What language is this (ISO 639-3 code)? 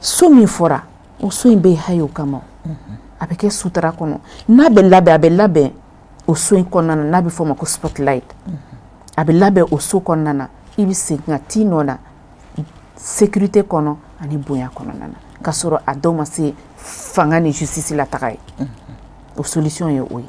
bam